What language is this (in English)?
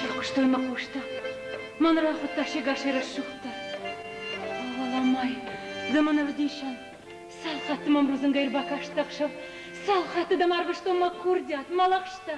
Ossetic